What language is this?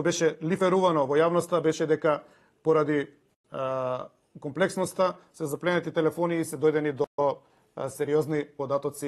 Macedonian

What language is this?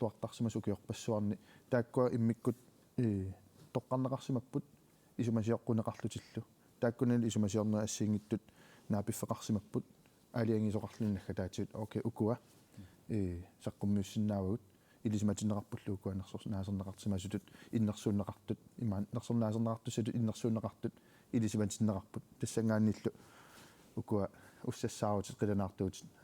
Kalaallisut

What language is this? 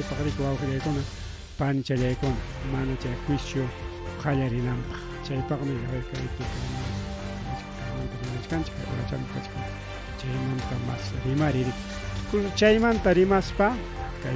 Ayacucho Quechua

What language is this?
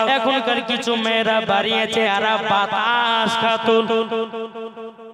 Bangla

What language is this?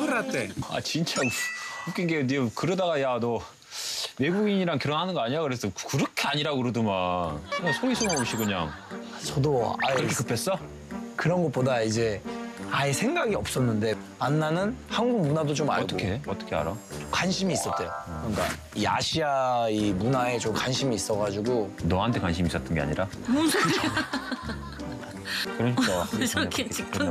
Korean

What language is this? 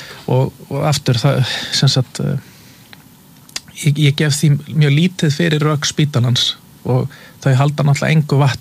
Icelandic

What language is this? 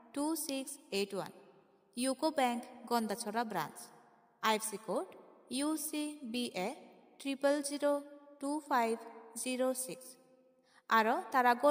Chakma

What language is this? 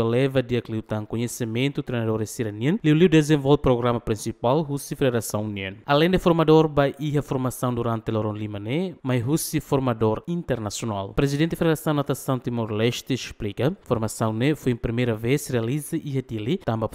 Tetum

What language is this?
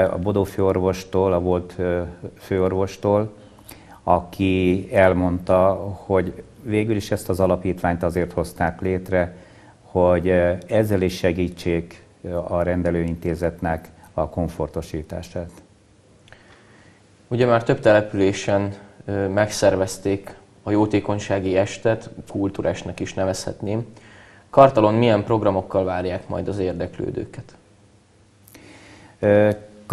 Hungarian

